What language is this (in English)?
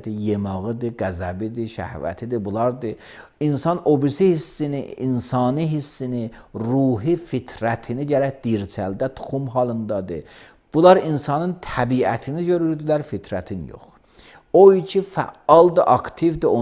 Azerbaijani